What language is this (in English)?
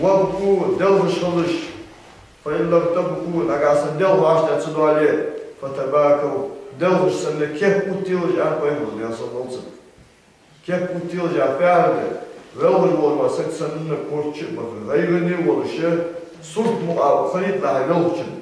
Ingush